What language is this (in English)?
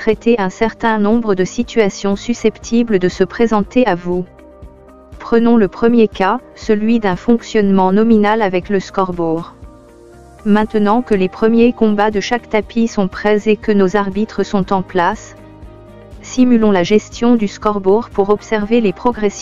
French